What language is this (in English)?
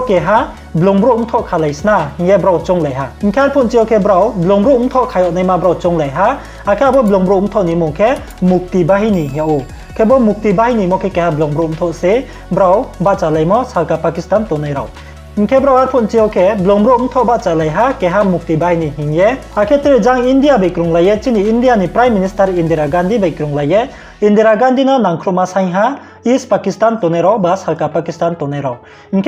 Riang (India)